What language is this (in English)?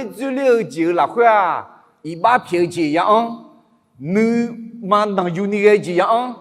Akha